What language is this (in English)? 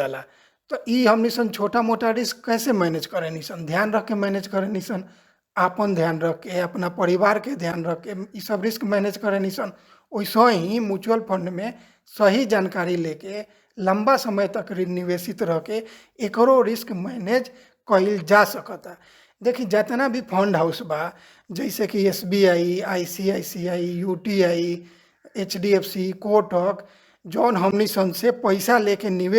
Bhojpuri